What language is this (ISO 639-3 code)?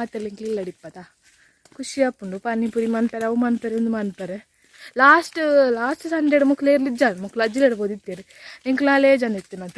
tcy